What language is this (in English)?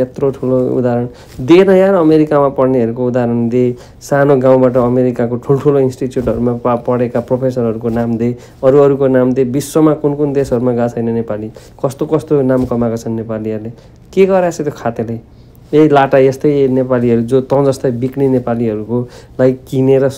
Nepali